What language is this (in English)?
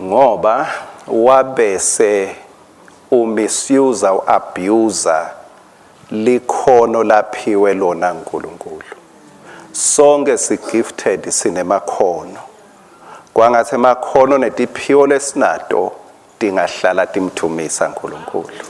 Swati